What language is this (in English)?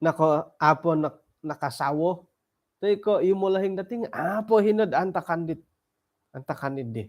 Central Dusun